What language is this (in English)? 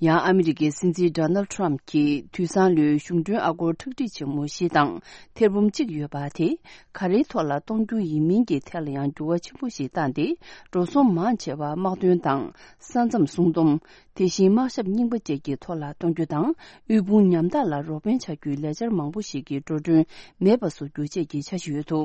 Tibetan